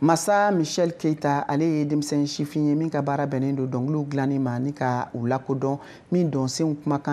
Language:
Bambara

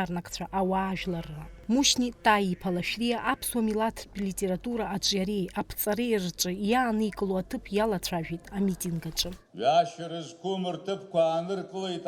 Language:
Abkhazian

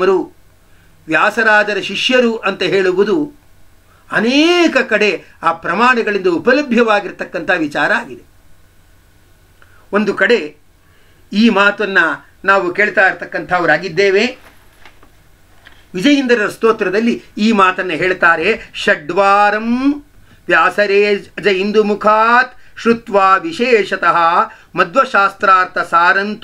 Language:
Kannada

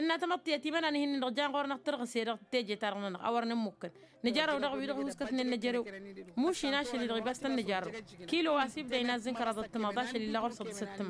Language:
Tamasheq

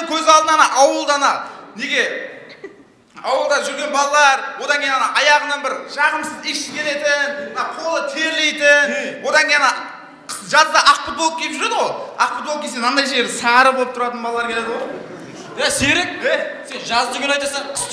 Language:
Kara-Kalpak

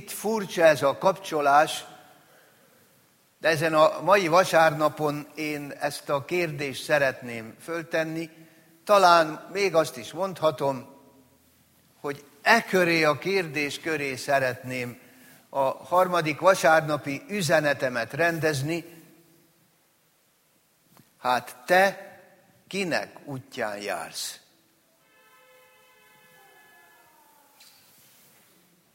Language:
Hungarian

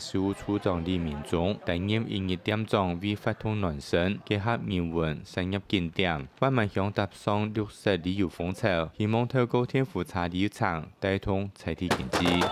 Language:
Hakka Chinese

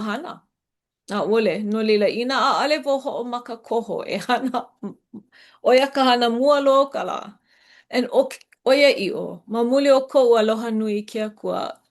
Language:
Hawaiian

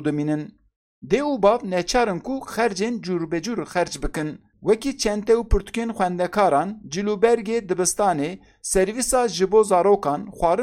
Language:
Kurdish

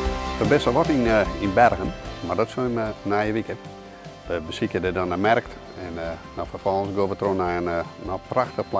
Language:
Western Frisian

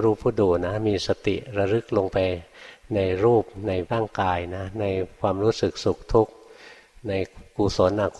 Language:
Thai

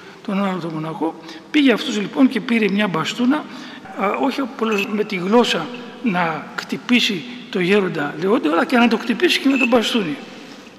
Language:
Greek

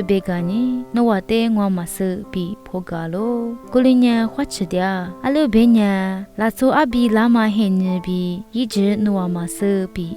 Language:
Lisu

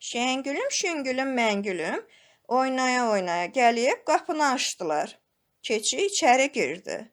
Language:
Azerbaijani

